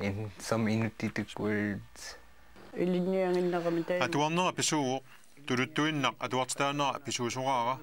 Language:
Kalaallisut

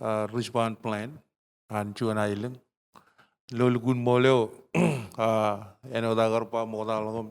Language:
Marshallese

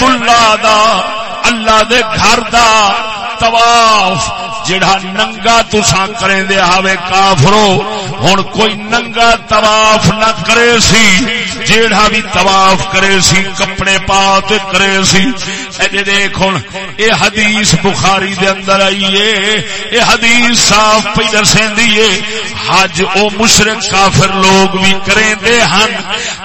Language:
Saraiki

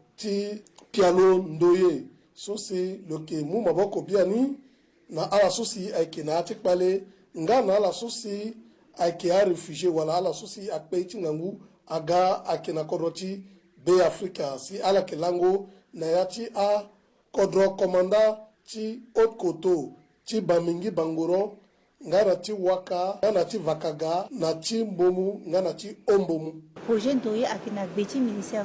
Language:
Sango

